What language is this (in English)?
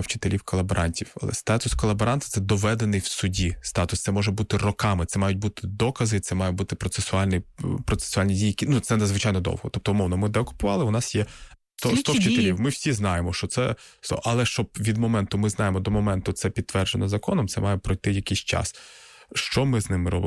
Ukrainian